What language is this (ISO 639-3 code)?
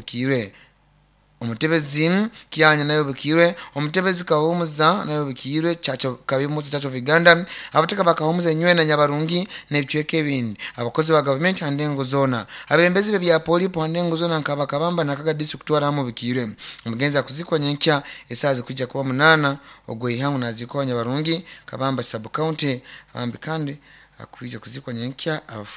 nyn